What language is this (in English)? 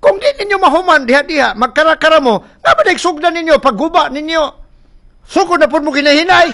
Cebuano